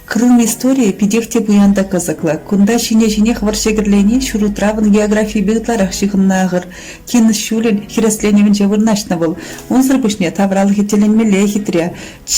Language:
Chuvash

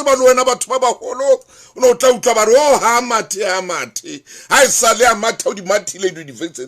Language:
Southern Sotho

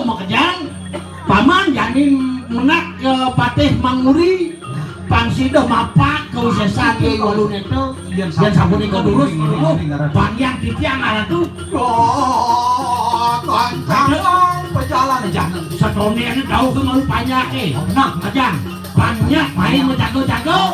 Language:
Balinese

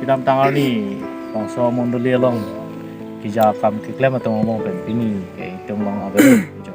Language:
Karbi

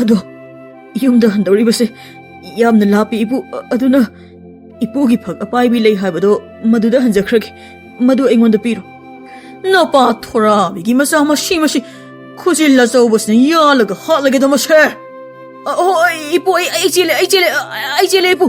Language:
Manipuri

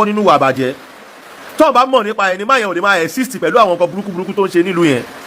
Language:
Yoruba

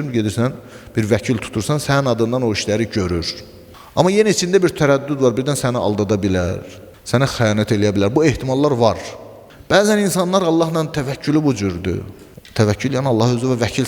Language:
Azerbaijani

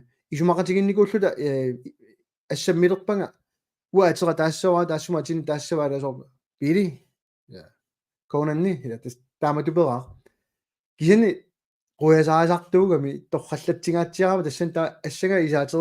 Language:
Kalaallisut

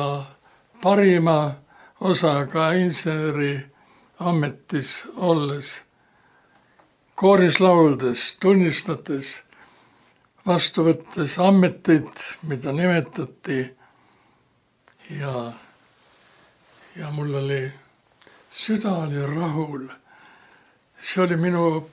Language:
Estonian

